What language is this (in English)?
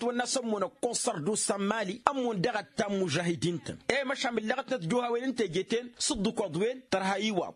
Tamasheq